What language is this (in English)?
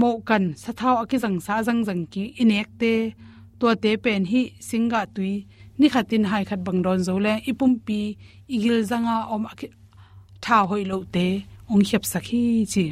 Tedim Chin